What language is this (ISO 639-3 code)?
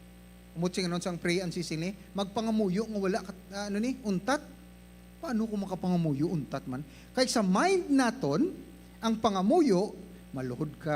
hil